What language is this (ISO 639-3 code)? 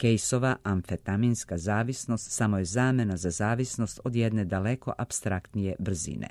srp